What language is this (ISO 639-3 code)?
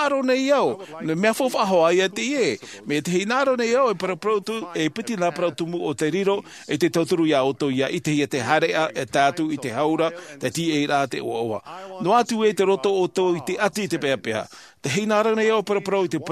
tah